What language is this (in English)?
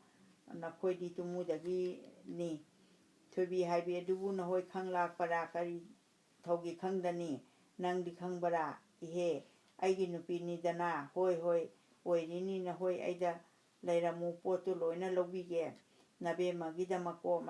Manipuri